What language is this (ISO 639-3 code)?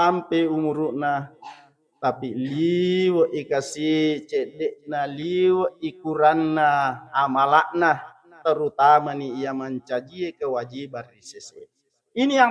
bug